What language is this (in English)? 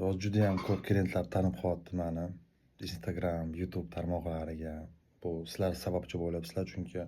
Uzbek